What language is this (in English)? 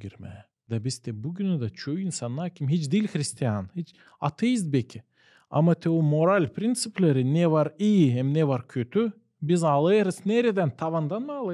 Gagauz